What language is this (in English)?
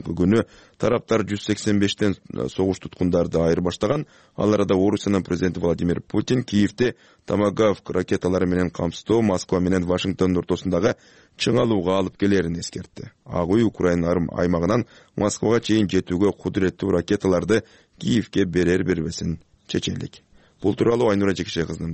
Kyrgyz